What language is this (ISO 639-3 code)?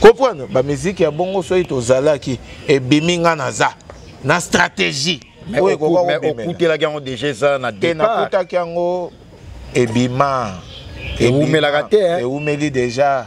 lin